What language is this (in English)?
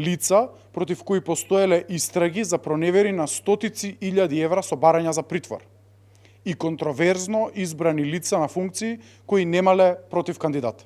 Macedonian